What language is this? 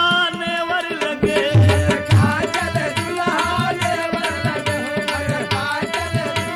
Bhojpuri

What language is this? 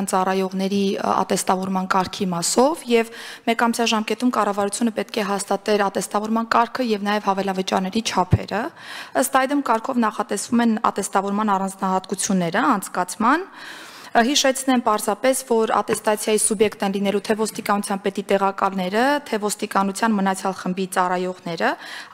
Armenian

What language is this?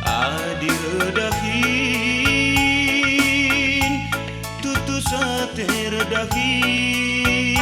Batak Karo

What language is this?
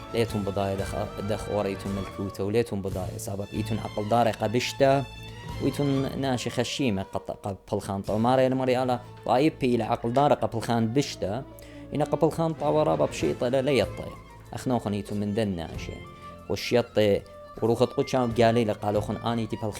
Assyrian Neo-Aramaic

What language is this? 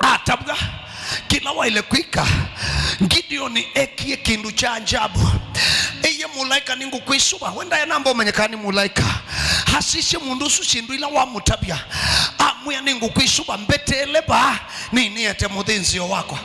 Kamba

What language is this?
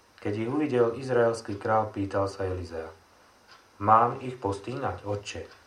Slovak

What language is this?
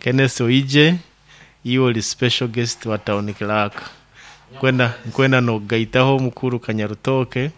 Nyoro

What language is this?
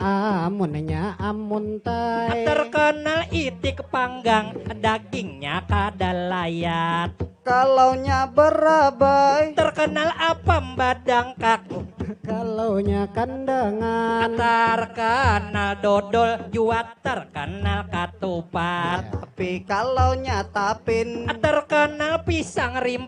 Banjar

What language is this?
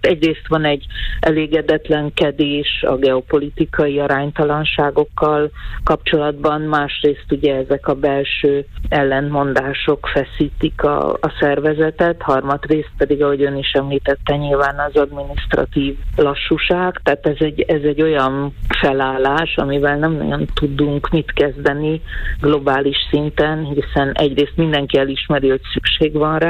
Hungarian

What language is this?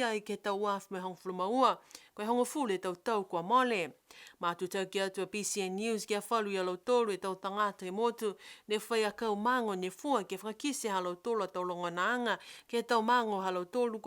Niuean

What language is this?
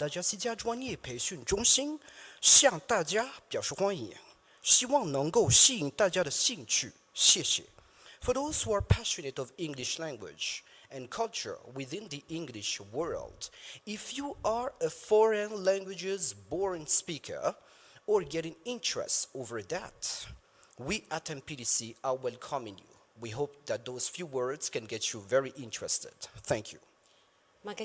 Malagasy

